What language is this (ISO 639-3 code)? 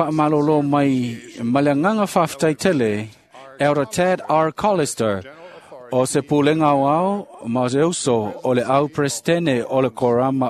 smo